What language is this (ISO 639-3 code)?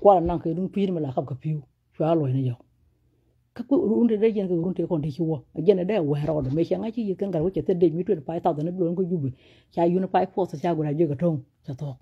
nus